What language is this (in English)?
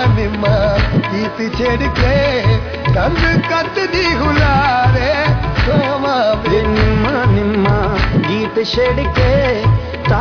Punjabi